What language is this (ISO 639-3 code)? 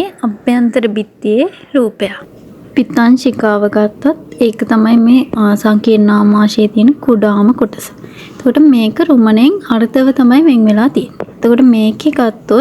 sin